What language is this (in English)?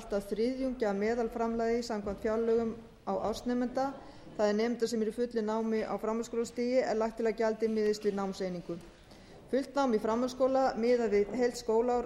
Icelandic